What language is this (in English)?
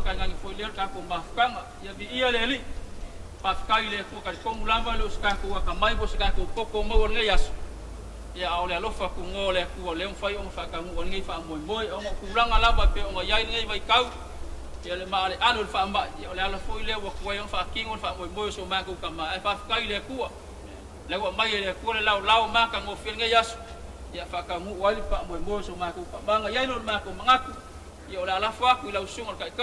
Samoan